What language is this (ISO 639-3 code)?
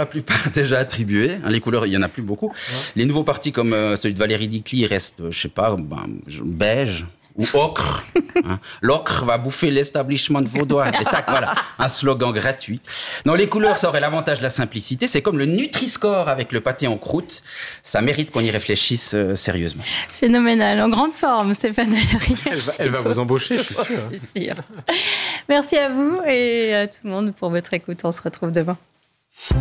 fra